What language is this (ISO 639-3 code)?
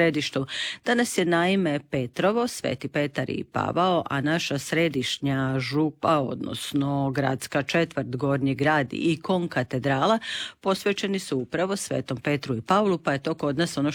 hrv